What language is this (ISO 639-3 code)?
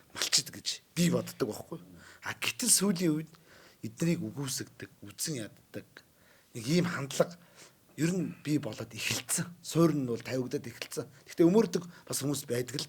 mon